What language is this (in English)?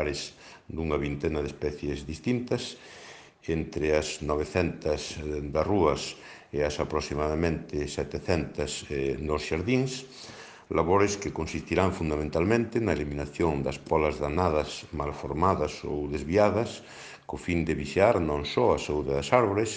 Galician